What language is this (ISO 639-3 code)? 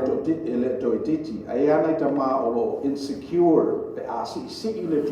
smo